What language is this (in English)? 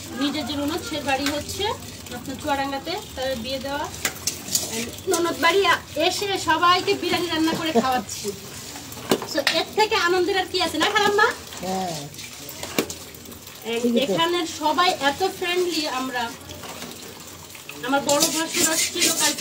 Bangla